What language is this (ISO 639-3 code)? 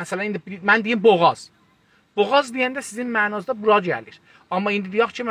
azb